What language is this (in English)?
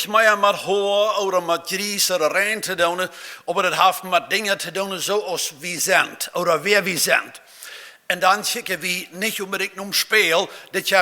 Plautdietsch